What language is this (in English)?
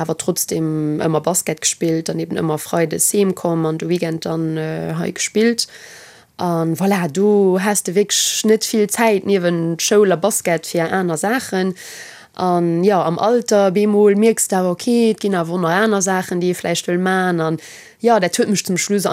Luxembourgish